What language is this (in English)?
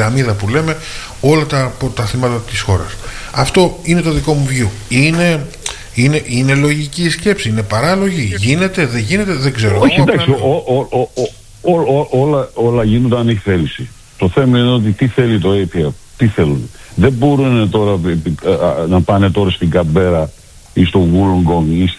Greek